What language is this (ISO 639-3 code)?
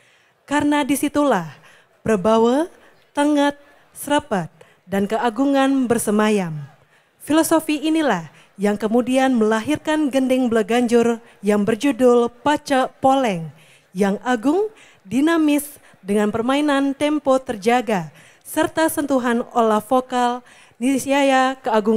ind